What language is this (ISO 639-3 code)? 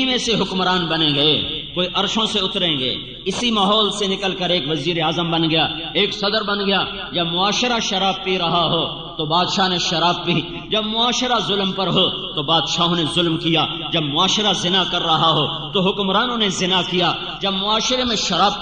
urd